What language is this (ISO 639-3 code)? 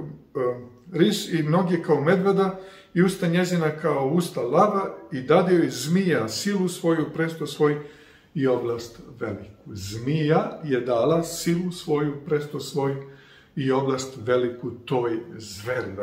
srp